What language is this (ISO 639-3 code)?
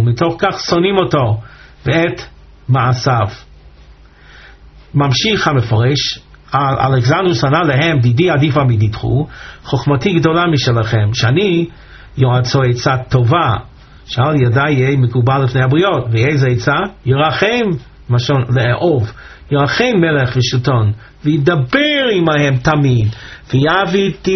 heb